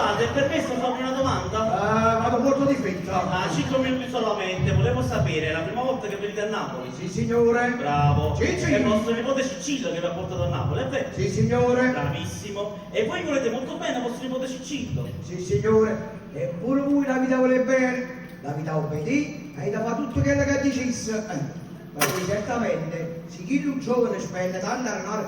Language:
Neapolitan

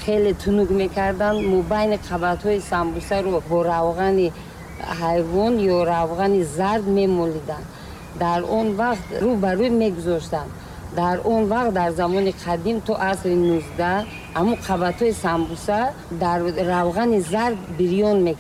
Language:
Tajik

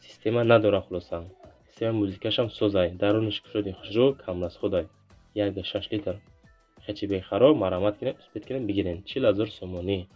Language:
Tajik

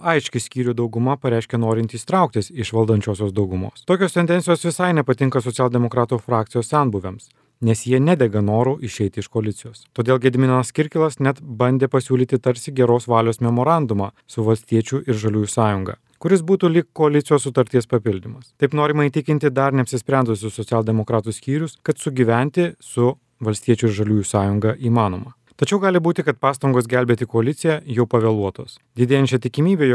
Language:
Lithuanian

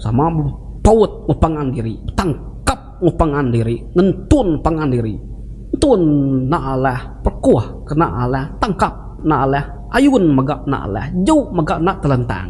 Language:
Iban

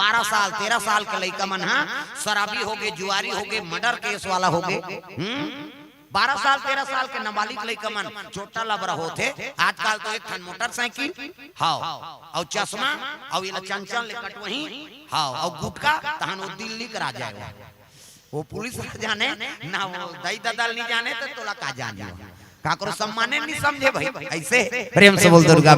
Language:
Chhattisgarhi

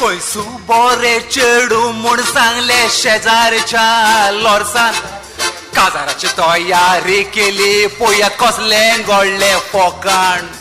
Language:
Konkani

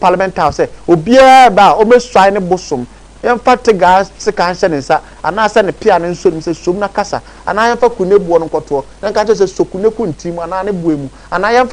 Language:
Akan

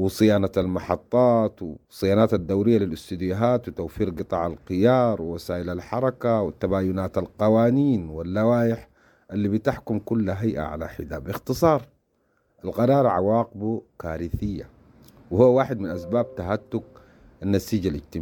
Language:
Sudanese Arabic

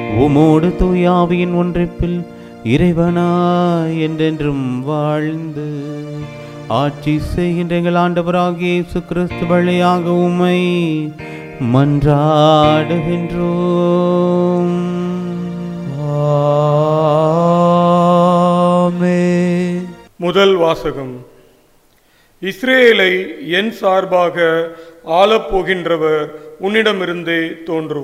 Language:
Tamil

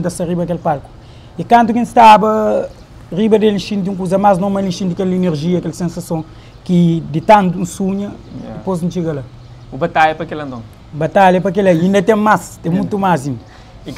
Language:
Kabuverdianu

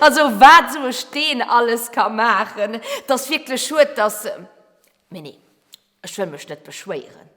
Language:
Luxembourgish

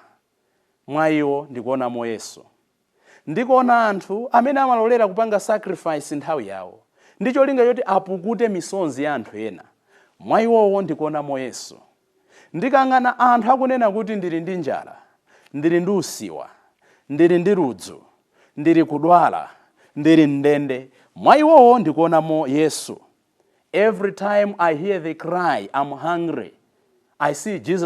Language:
Nyanja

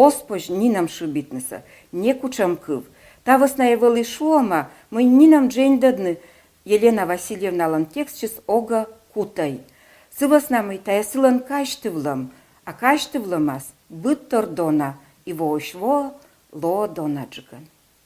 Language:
Komi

